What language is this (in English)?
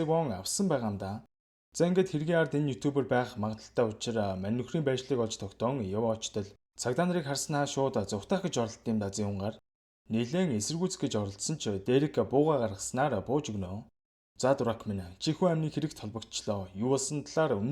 Mongolian